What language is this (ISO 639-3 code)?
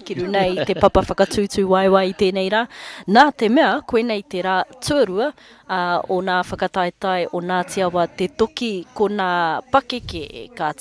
mri